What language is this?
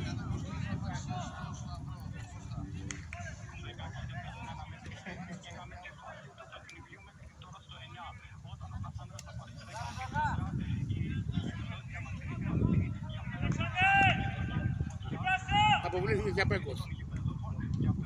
Greek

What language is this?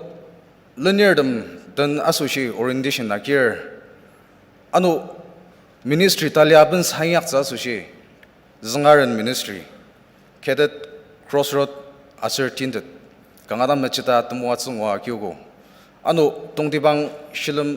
Ao Naga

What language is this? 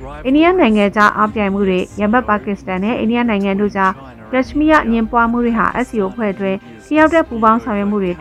Burmese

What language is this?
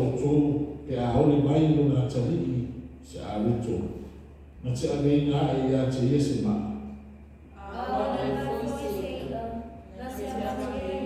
Samoan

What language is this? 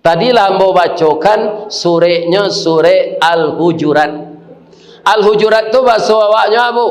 Minangkabau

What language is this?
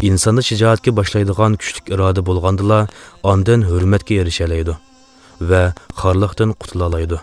Uyghur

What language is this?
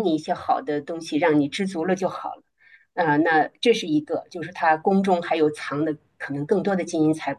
Chinese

